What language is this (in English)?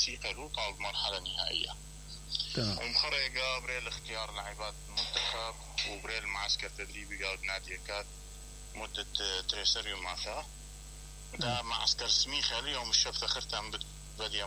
Mesopotamian Arabic